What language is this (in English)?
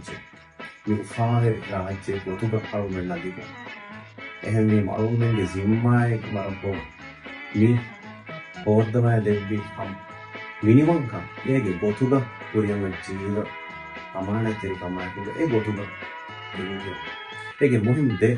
Divehi